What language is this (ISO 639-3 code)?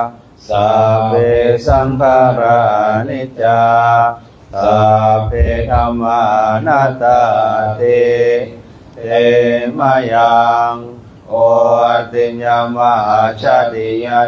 pli